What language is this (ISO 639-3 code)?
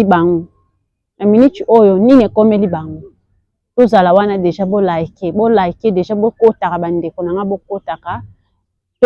lin